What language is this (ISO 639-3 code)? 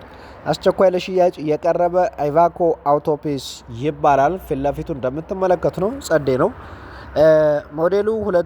amh